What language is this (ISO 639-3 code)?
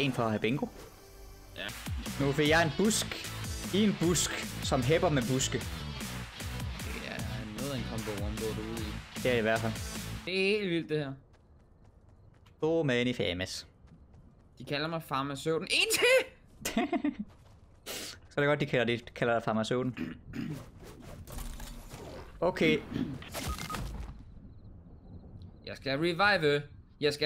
dan